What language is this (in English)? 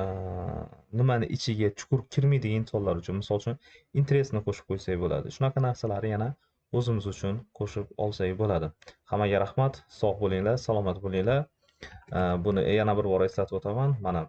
Uzbek